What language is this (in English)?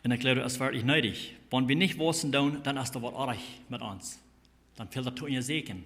Plautdietsch